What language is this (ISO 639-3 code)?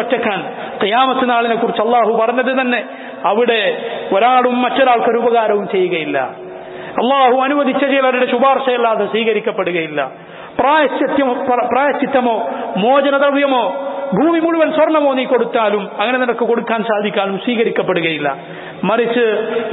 mal